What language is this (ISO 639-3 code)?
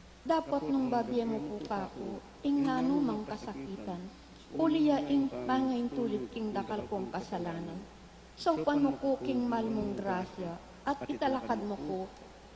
pam